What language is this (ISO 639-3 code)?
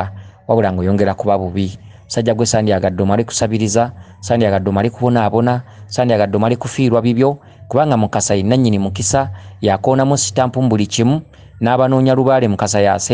lug